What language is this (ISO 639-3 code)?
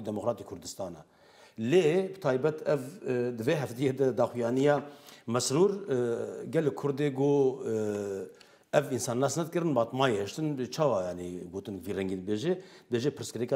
kur